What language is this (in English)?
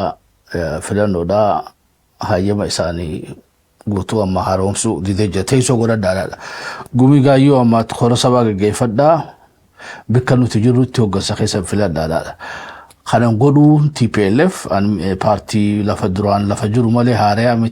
Oromo